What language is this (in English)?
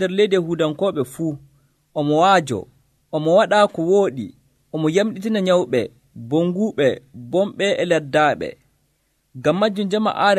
Nigerian Fulfulde